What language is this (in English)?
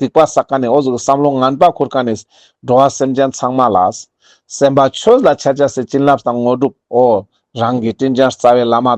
Ladakhi